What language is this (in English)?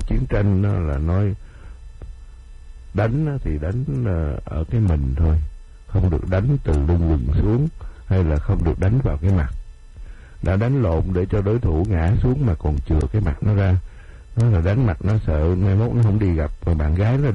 Vietnamese